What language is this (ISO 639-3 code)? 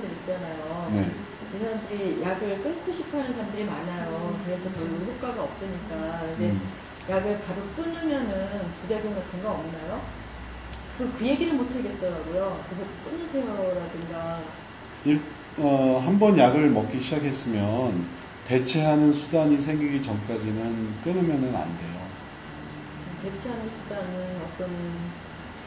kor